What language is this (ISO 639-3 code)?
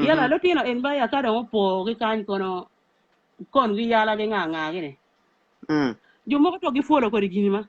ach